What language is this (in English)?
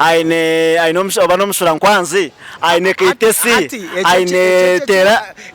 Nyankole